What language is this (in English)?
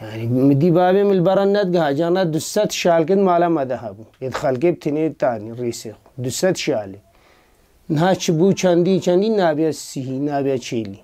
Kurdish